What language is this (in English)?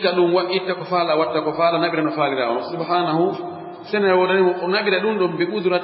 Fula